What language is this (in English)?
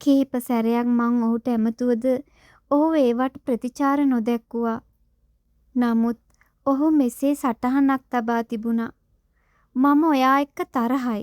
Sinhala